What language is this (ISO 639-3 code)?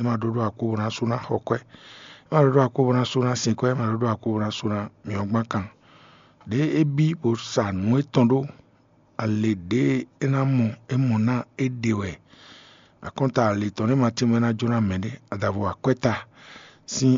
fon